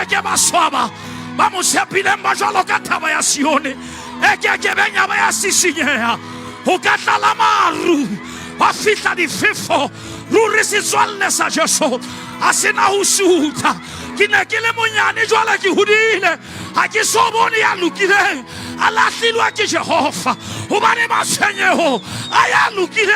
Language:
Southern Sotho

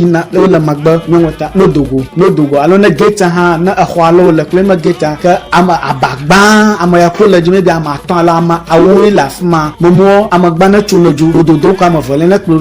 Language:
Ewe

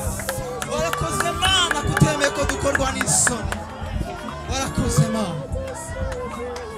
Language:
Kinyarwanda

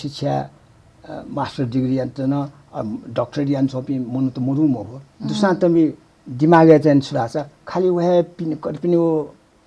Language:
Newari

